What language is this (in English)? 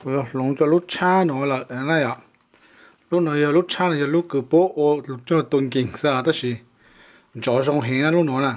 Hmong